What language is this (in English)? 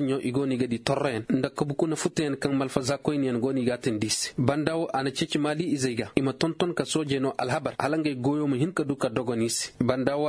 Koyraboro Senni